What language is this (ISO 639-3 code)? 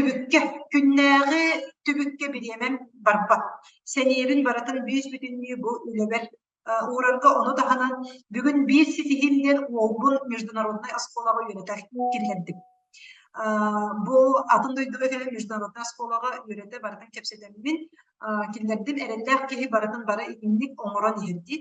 sah